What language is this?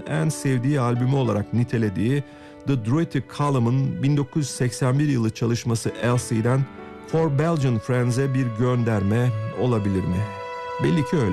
Turkish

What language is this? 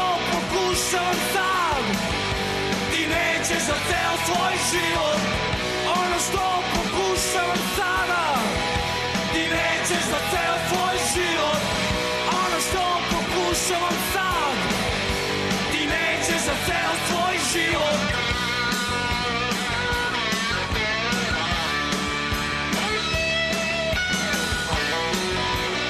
Serbian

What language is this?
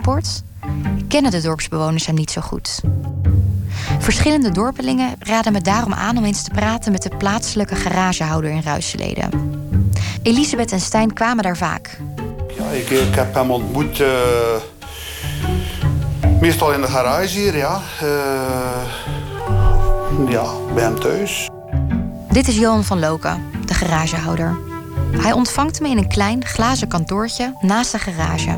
Dutch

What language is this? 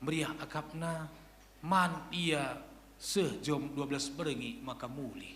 Batak Karo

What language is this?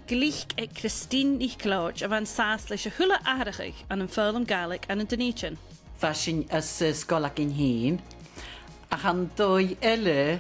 Scottish Gaelic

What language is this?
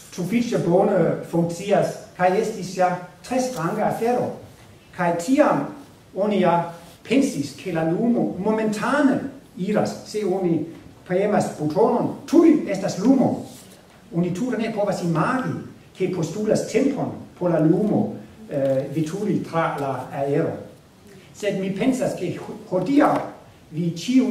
Esperanto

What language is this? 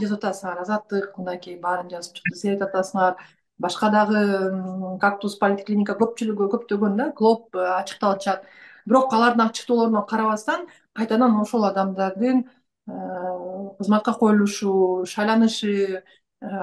Kyrgyz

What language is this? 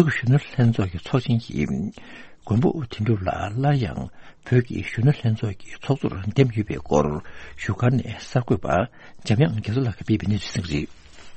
Tibetan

